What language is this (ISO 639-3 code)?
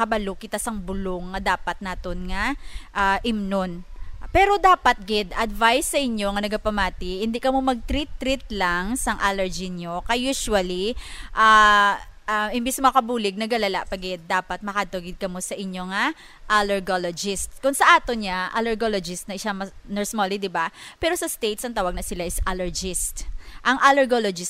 hil